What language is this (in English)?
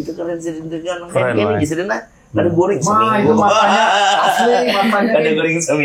Banjar